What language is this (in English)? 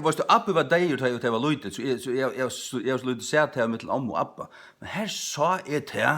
Faroese